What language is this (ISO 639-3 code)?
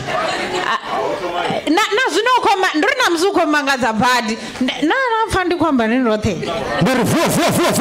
ven